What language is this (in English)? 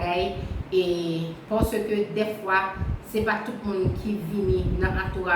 Haitian Creole